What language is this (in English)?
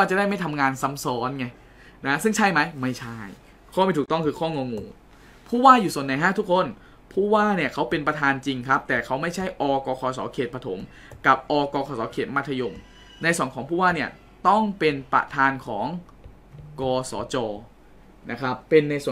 Thai